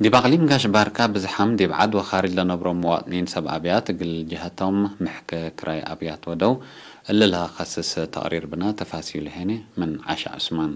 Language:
Tigre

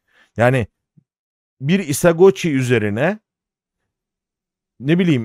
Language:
Turkish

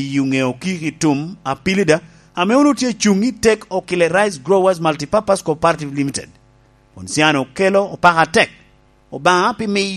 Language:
Lango (Uganda)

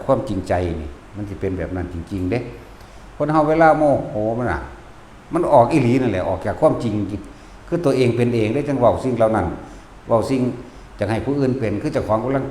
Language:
Lao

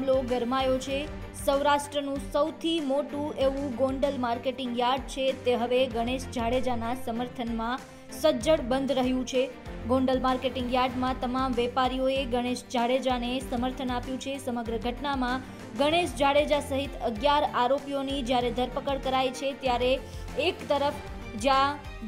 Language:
Gujarati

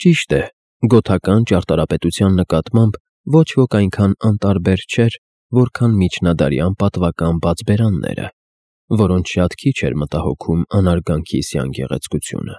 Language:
Armenian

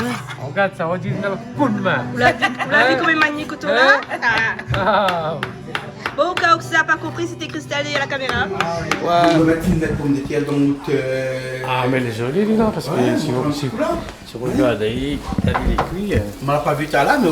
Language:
Réunion Creole French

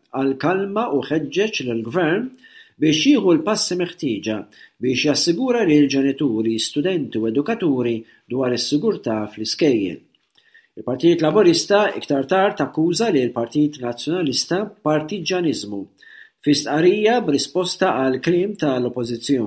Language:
Maltese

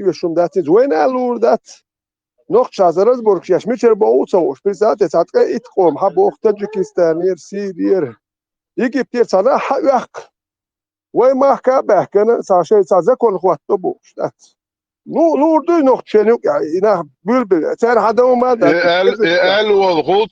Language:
Chechen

